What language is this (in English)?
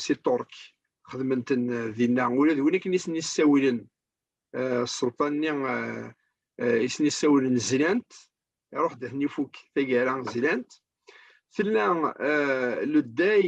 Kabyle